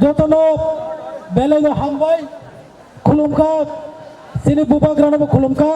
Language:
Kok Borok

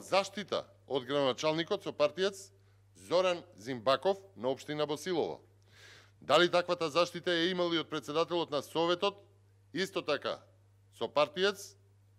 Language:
Macedonian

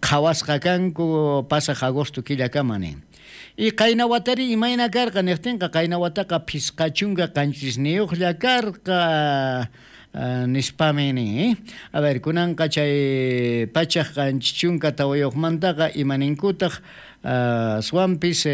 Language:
South Bolivian Quechua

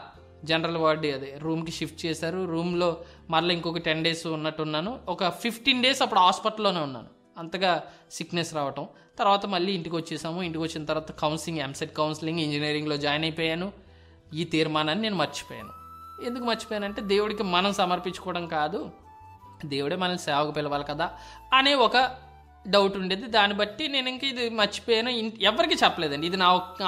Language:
Telugu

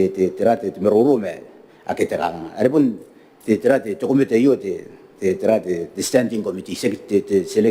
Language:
Gilbertese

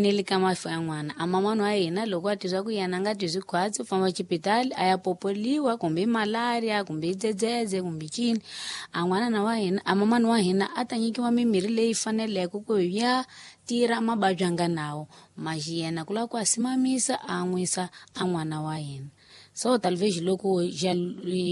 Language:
Tsonga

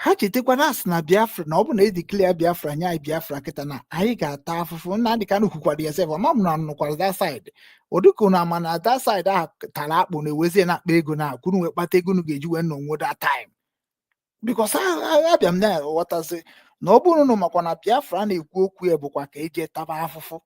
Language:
Igbo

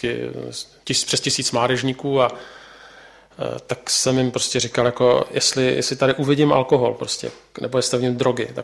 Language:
Czech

